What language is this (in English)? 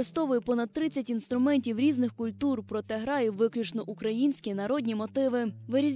Ukrainian